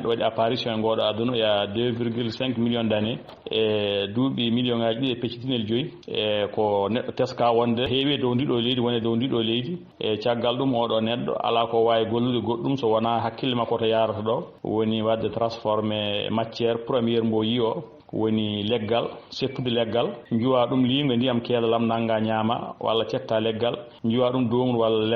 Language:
Fula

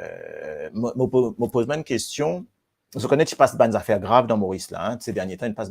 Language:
Morisyen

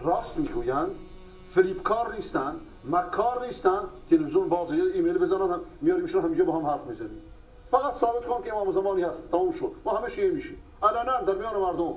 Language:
Persian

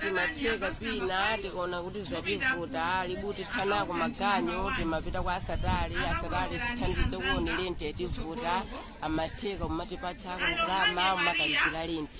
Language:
Nyanja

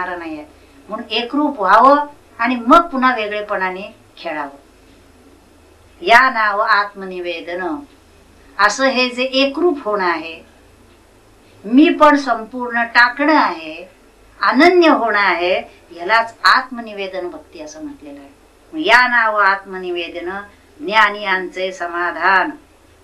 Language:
Marathi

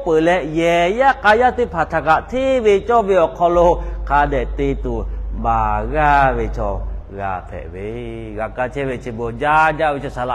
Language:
Lahu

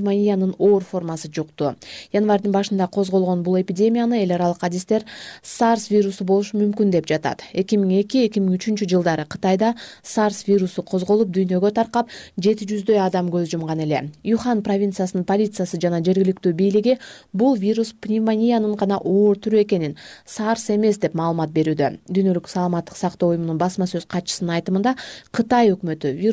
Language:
Kyrgyz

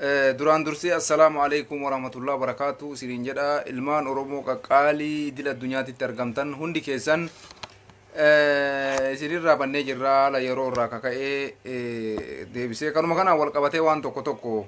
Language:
Oromo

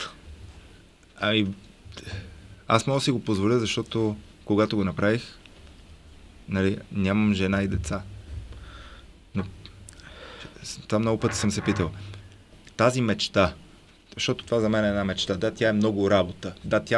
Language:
Bulgarian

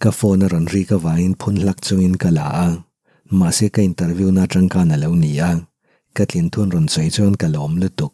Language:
Mizo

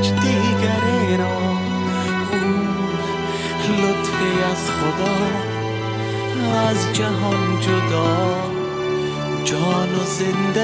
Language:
Persian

